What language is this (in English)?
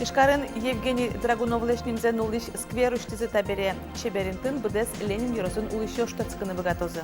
Udmurt